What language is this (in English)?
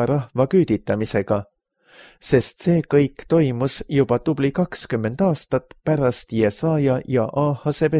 Estonian